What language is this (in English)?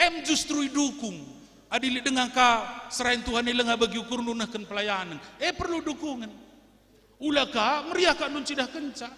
Batak Karo